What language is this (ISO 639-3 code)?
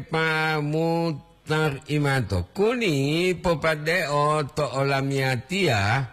gor